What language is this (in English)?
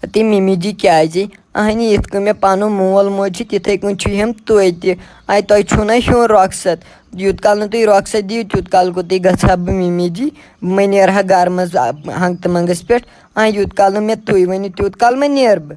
Kashmiri